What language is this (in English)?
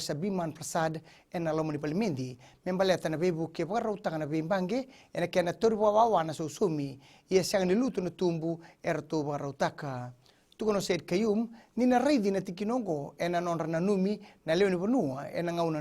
Fijian